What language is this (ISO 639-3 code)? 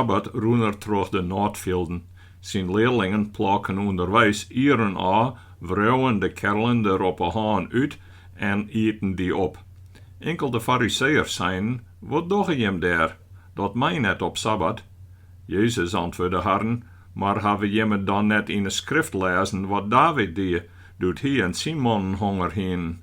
fry